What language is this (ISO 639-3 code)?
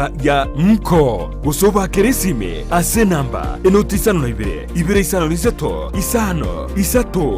guz